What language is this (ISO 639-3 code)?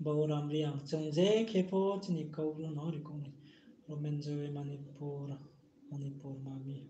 ria